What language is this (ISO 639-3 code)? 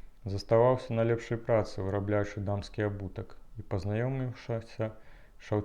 bel